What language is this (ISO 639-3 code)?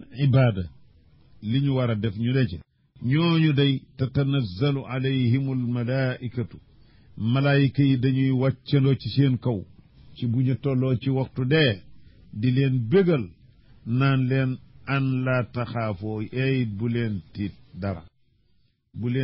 wol